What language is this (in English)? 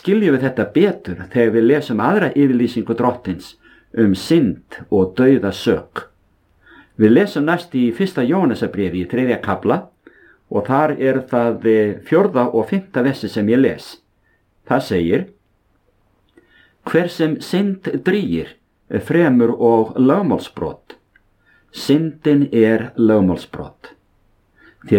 Icelandic